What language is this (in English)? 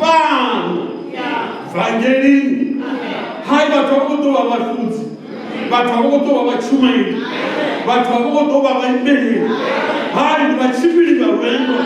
Venda